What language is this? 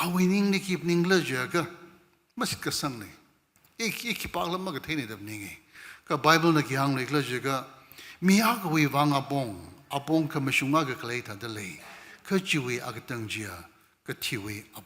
Tangkhul Naga (India)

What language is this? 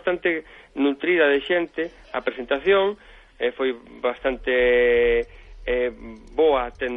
Galician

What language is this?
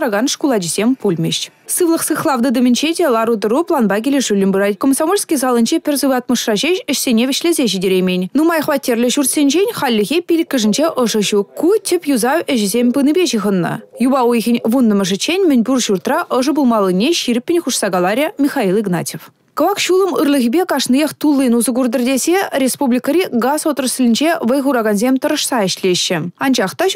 Chuvash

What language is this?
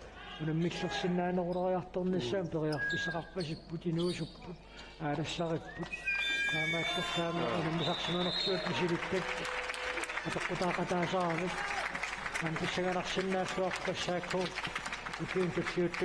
Kalaallisut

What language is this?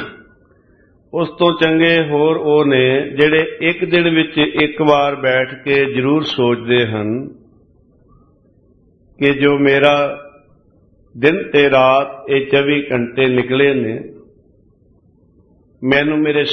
Punjabi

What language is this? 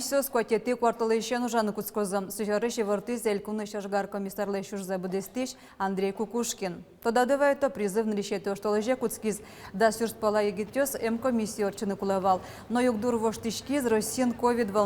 Udmurt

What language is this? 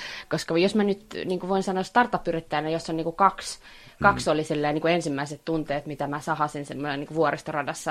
Finnish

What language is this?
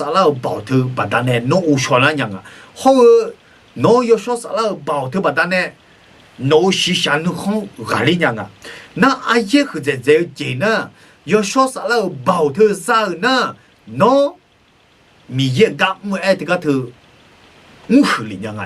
Akha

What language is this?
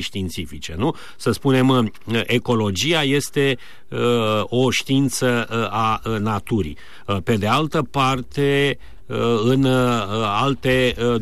Romanian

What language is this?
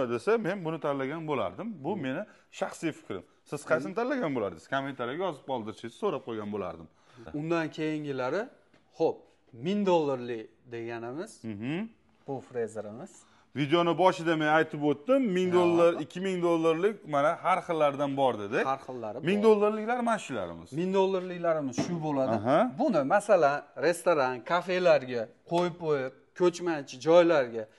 Uzbek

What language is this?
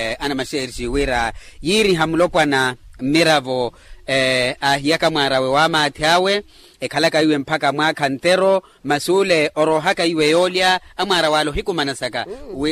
Makhuwa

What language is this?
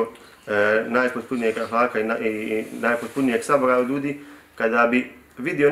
Bosnian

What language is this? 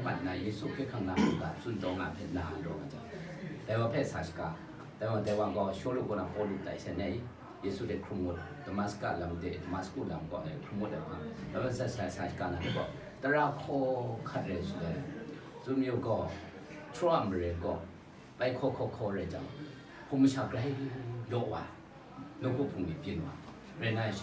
Kachin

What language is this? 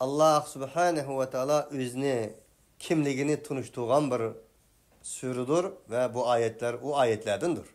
Uyghur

